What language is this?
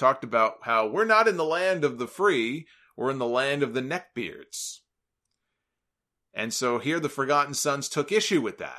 English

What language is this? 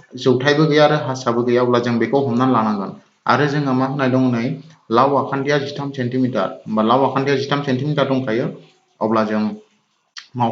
Bodo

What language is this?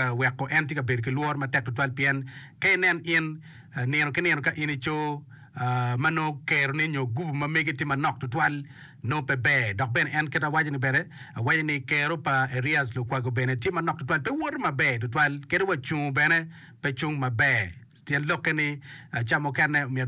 Acoli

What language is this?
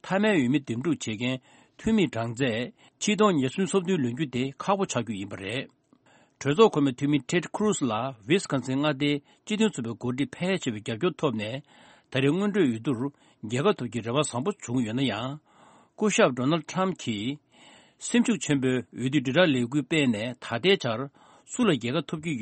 Tibetan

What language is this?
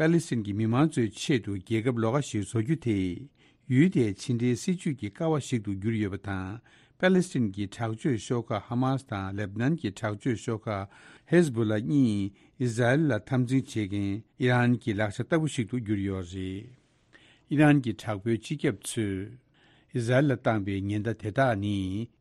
Tibetan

